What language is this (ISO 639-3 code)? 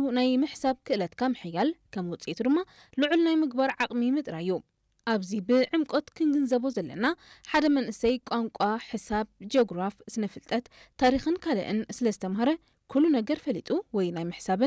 tir